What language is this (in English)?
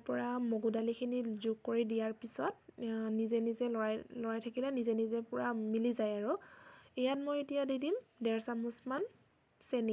Assamese